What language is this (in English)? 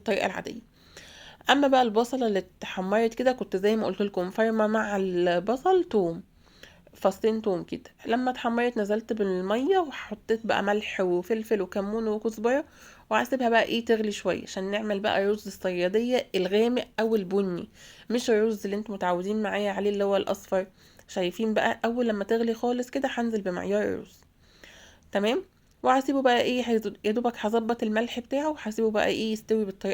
Egyptian Arabic